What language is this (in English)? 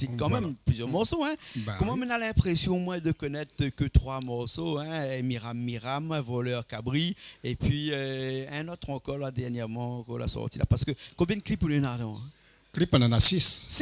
Réunion Creole French